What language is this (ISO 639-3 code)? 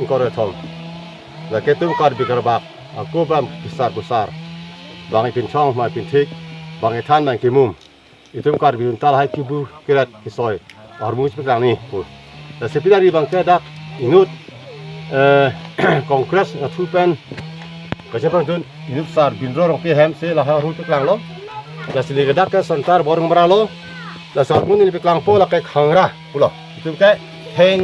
mjw